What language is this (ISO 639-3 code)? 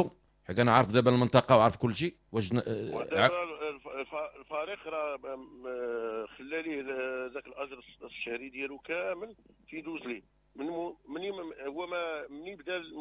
ary